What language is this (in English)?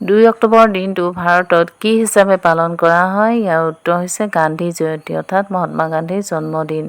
Assamese